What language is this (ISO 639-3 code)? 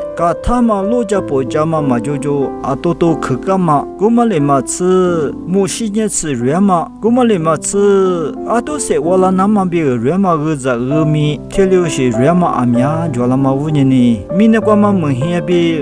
lis